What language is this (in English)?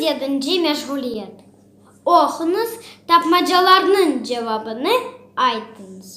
Crimean Tatar